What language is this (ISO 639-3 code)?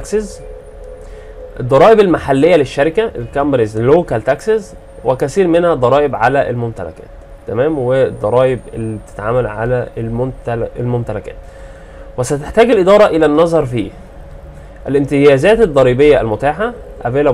arz